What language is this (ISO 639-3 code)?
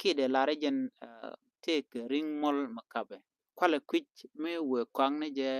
nus